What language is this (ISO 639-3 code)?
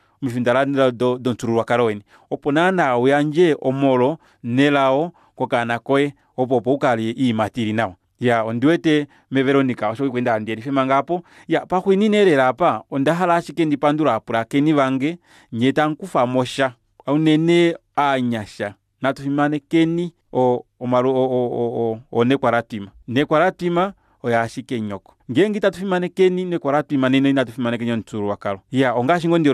kua